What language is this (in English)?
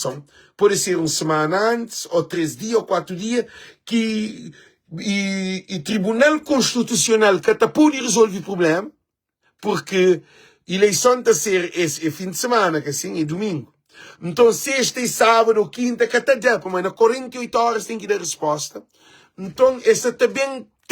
Kabuverdianu